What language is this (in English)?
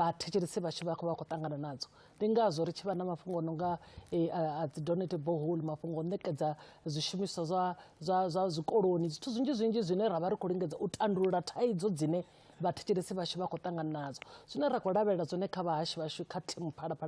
Venda